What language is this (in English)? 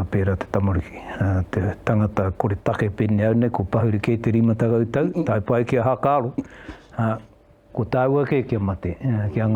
Māori